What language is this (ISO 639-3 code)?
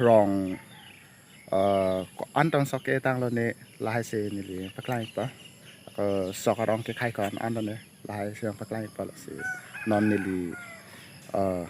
mjw